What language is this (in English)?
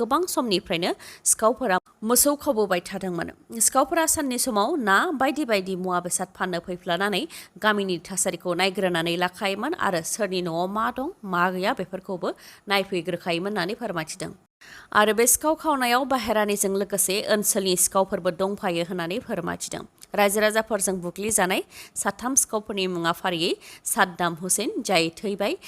Bodo